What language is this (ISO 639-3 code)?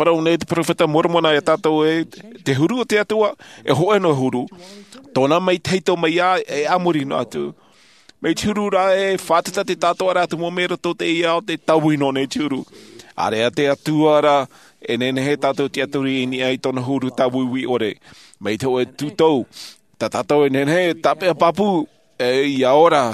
tah